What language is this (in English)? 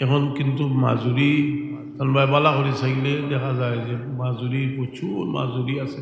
Sylheti